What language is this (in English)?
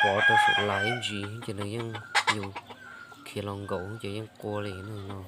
Hmong